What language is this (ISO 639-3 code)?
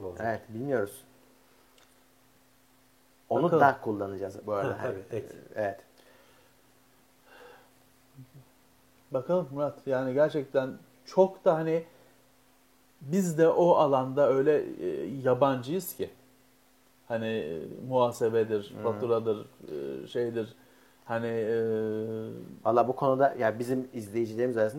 tur